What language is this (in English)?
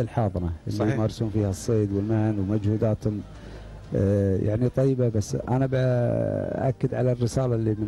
Gulf Arabic